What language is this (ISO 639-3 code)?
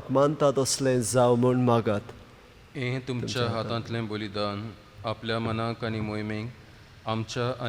kok